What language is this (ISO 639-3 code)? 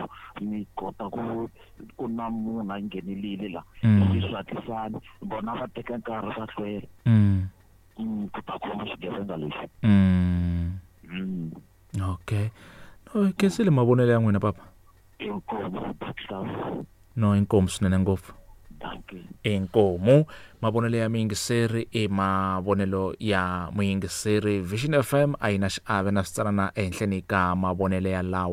tso